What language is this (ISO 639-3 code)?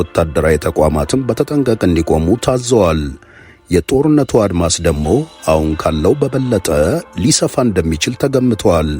amh